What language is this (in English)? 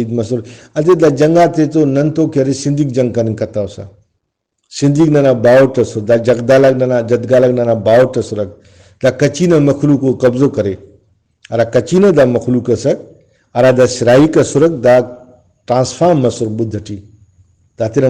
Brahui